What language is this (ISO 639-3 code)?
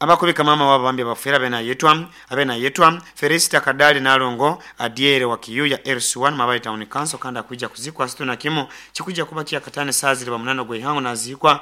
nyo